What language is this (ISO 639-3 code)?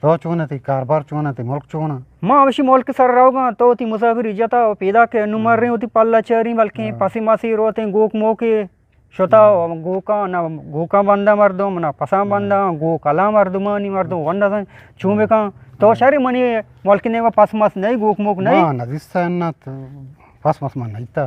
bgp